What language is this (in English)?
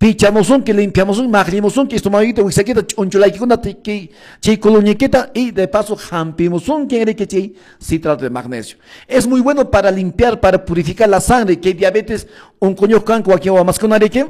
Quechua